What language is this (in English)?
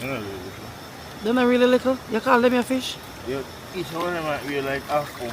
Jamaican Creole English